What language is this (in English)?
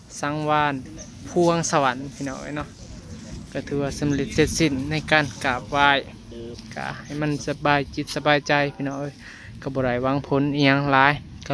Northeastern Thai